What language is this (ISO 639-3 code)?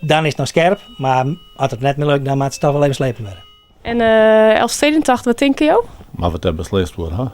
fry